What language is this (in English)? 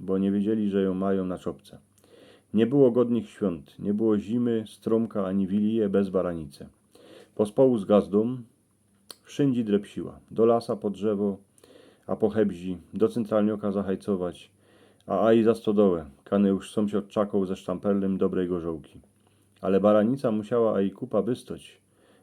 Silesian